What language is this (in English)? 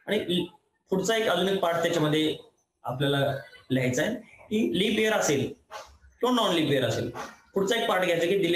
Marathi